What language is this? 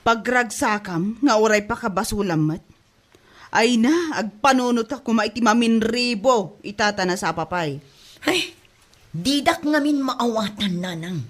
Iloko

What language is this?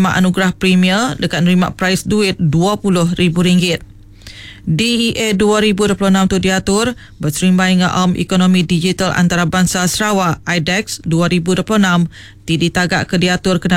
Iban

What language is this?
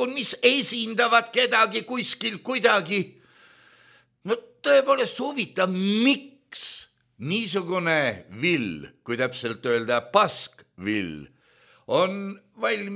Estonian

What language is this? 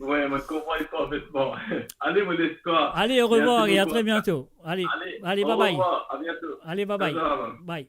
Morisyen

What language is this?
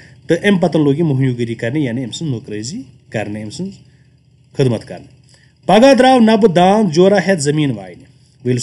Kashmiri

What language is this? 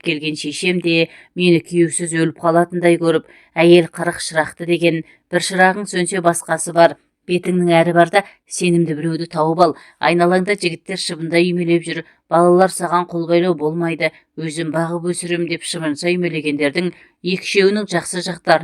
Kazakh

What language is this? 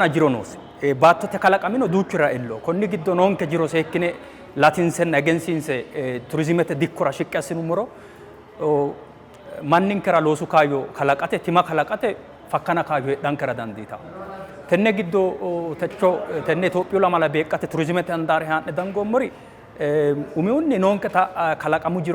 Sidamo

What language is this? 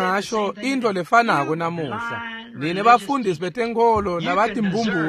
Swati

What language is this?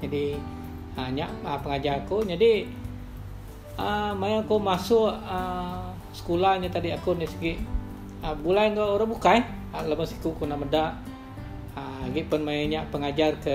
Iban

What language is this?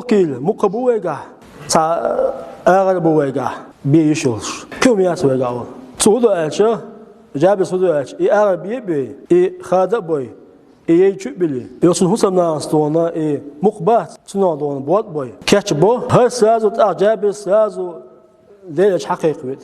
Chechen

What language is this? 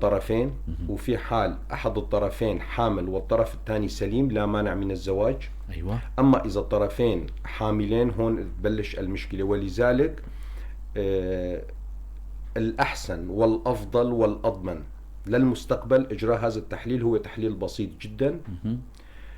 North Levantine Arabic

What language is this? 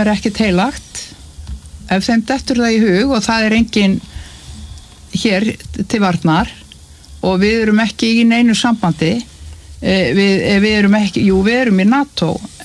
Icelandic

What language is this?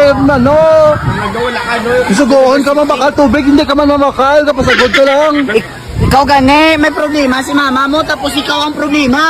Hiligaynon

